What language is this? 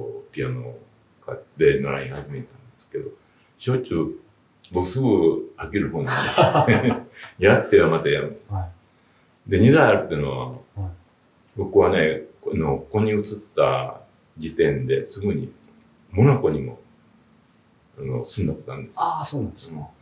Japanese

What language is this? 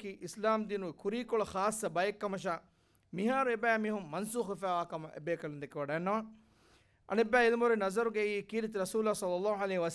Divehi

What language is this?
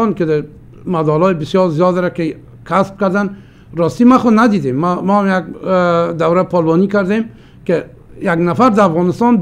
Persian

